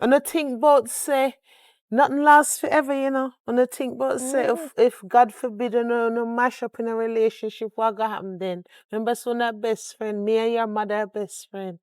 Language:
Jamaican Creole English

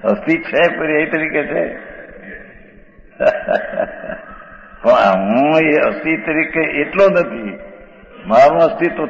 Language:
Gujarati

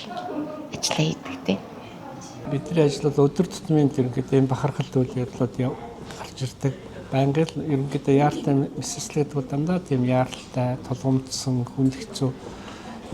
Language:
Mongolian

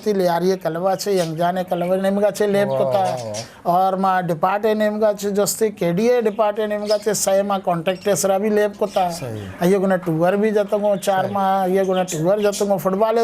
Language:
Eastern Balochi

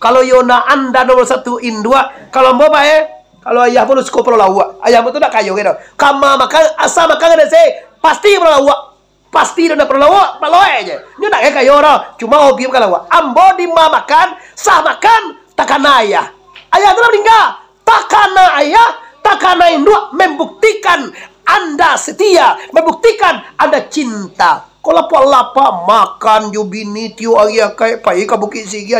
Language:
Minangkabau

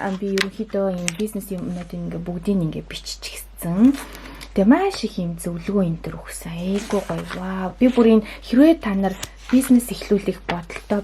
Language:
Mongolian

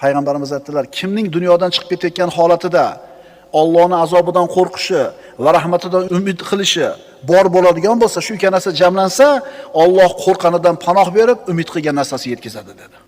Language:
Uzbek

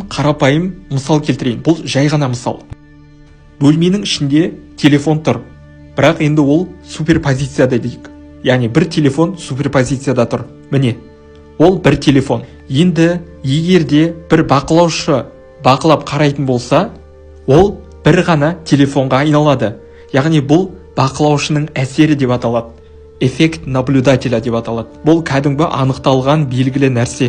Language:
Kazakh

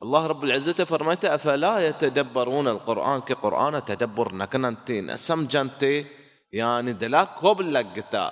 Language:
Baluchi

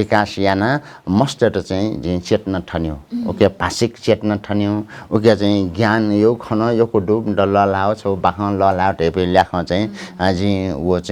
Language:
Newari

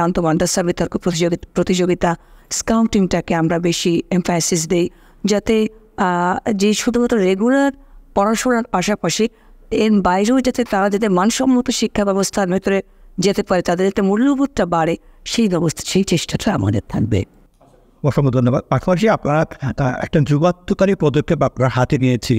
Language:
Bangla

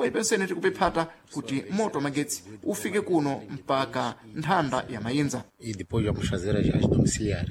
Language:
Sena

